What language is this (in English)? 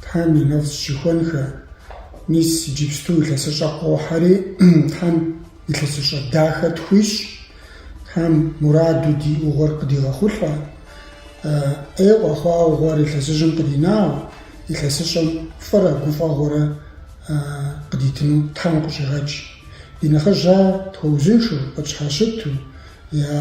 Kabardian